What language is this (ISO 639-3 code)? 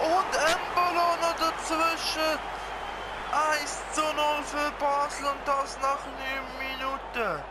gsw